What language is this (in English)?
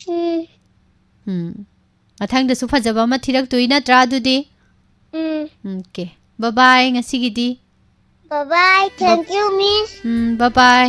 Manipuri